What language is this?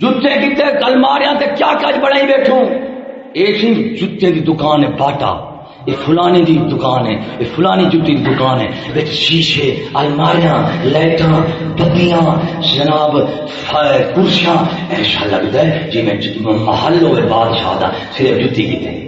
Saraiki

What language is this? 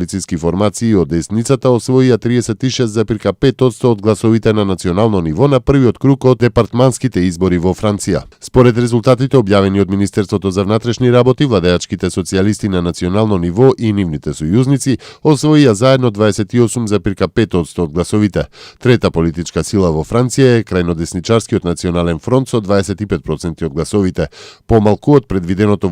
Macedonian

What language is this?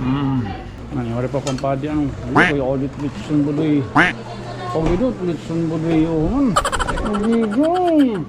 Waray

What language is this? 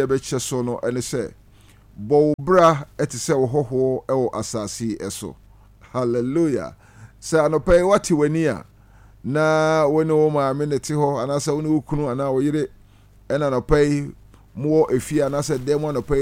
Akan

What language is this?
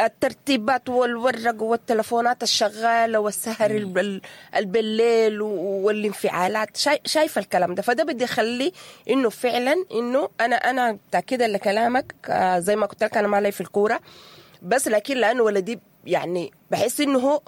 Sudanese Arabic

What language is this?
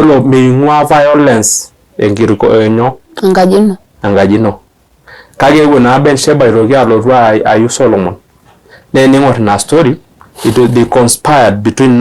Masai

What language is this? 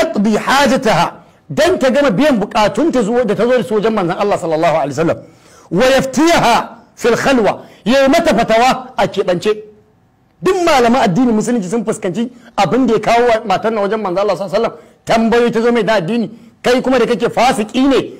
Hausa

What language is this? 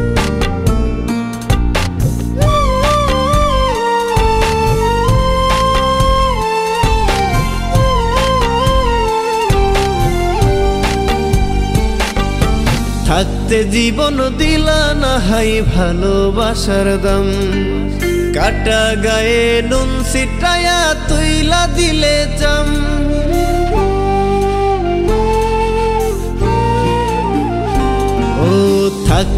Bangla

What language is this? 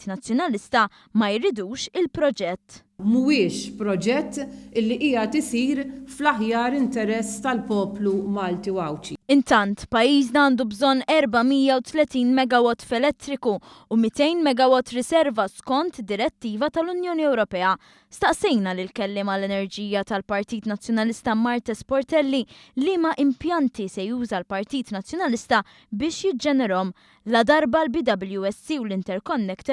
Maltese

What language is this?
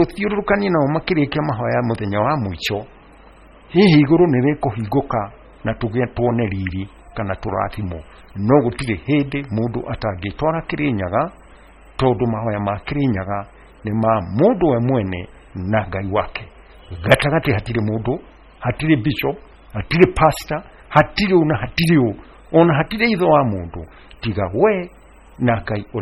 Kikuyu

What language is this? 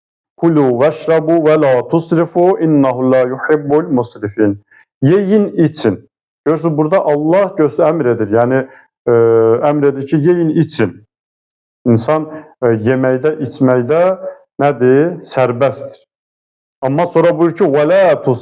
Azerbaijani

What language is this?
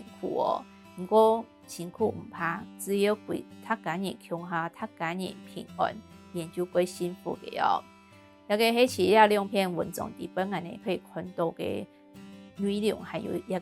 Hakka Chinese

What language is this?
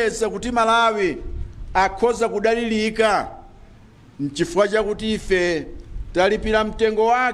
Nyanja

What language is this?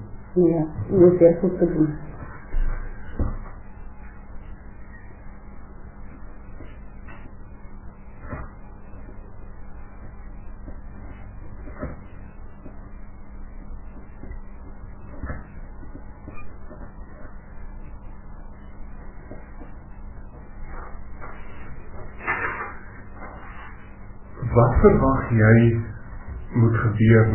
Afrikaans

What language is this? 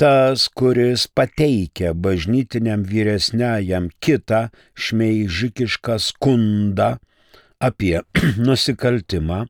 Lithuanian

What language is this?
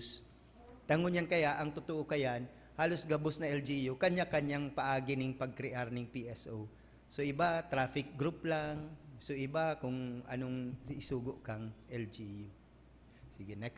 Bikol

